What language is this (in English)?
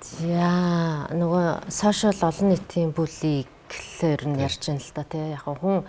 Mongolian